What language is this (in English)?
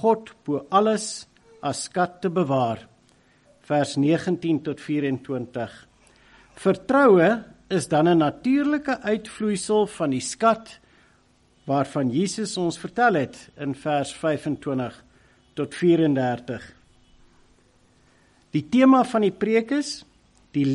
Afrikaans